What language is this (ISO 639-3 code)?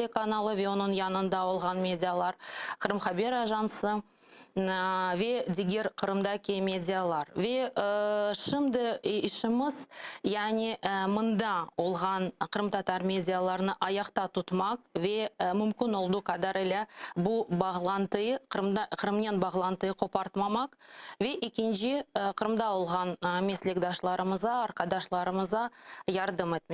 crh